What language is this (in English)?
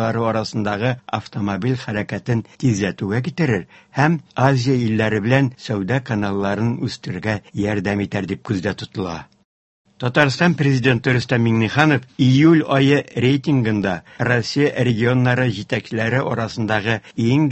Tatar